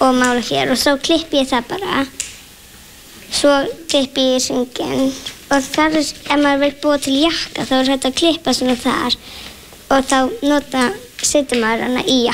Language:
Icelandic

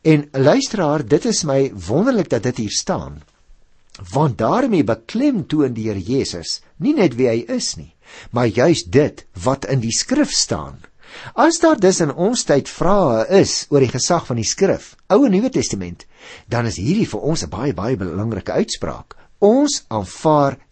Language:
Afrikaans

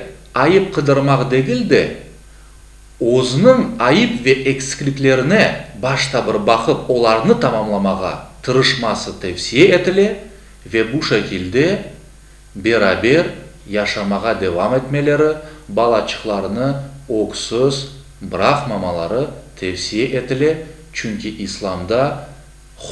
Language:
Crimean Tatar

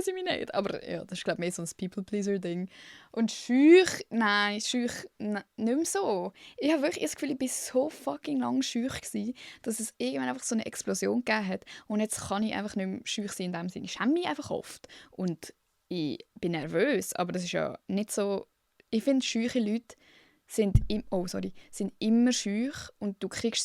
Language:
Swiss German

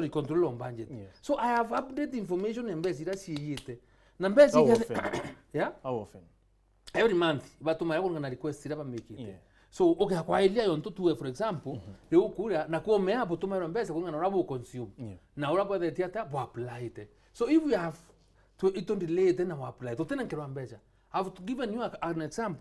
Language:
Meru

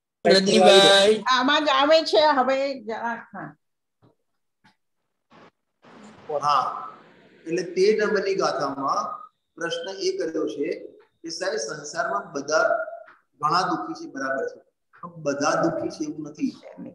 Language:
Gujarati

